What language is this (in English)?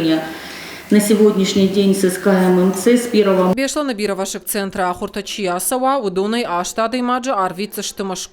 Ossetic